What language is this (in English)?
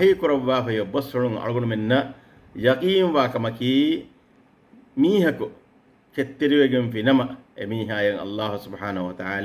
Divehi